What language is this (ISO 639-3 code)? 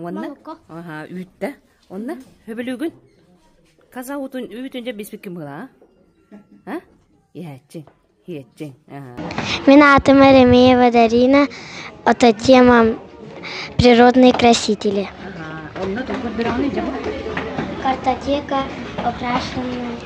sah